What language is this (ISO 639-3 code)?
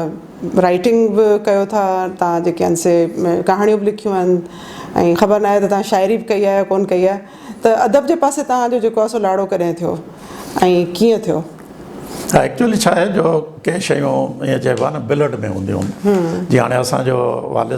snd